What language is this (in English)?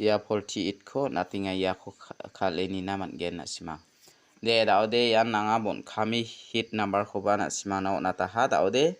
Garo